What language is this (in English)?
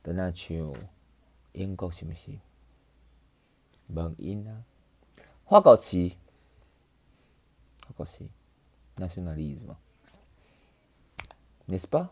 Min Nan Chinese